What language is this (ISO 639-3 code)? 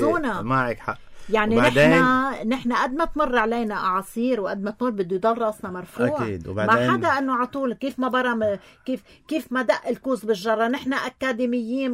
apc